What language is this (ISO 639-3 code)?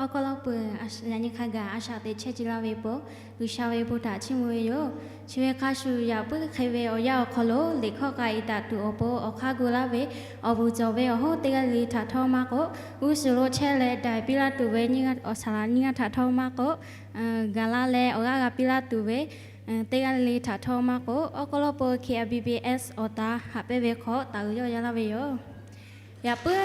lhu